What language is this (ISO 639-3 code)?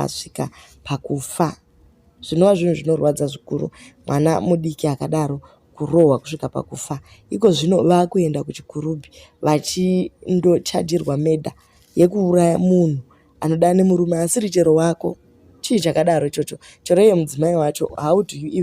sna